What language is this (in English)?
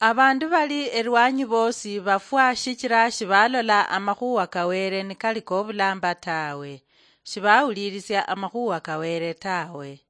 Luyia